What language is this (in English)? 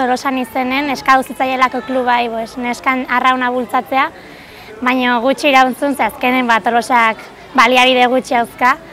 Basque